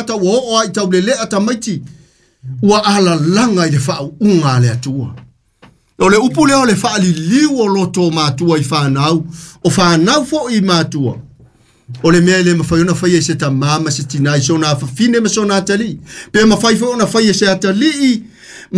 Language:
Samoan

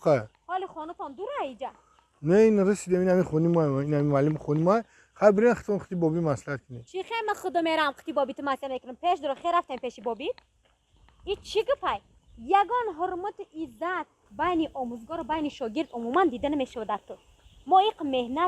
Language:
Tajik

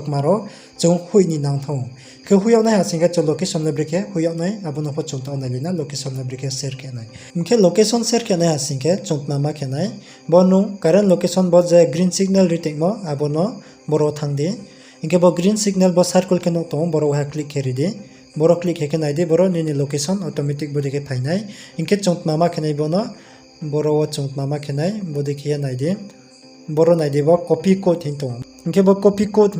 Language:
Riang (India)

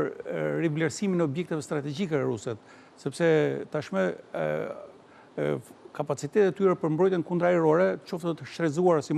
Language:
Albanian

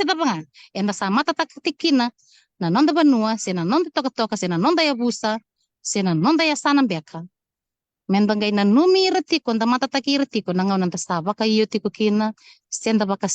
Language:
Fijian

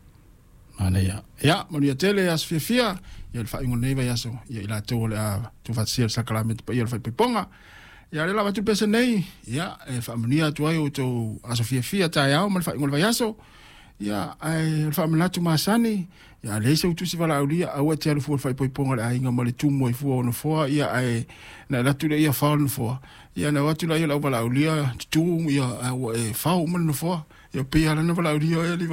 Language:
Samoan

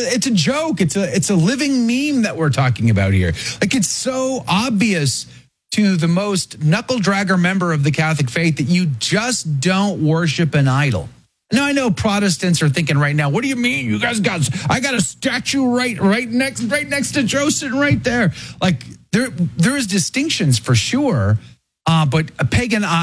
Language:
English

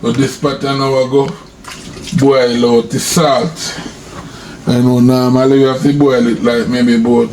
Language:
Jamaican Creole English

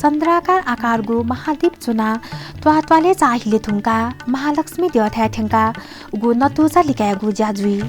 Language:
Newari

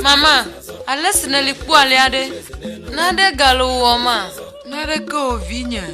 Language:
Ewe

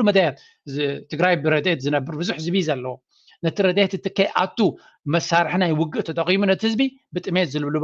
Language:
Tigrinya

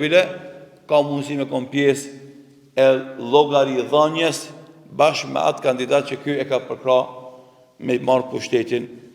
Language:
Albanian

